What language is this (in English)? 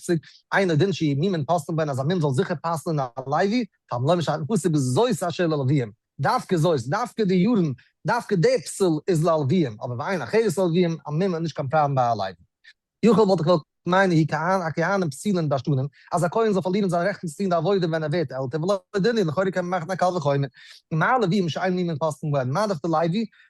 Yiddish